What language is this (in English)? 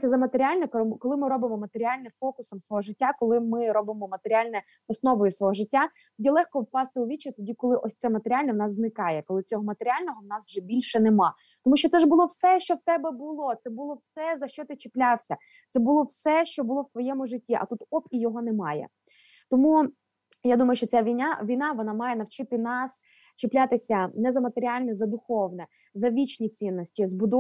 Ukrainian